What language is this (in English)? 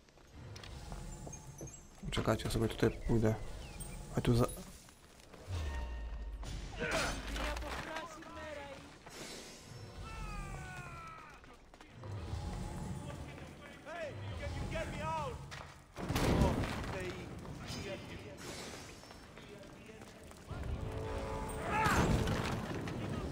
Polish